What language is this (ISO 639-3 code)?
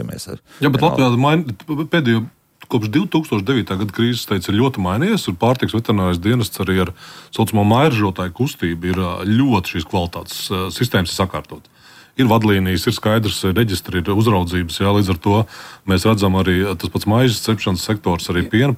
lav